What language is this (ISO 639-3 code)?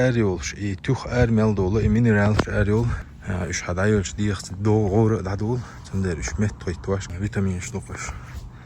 che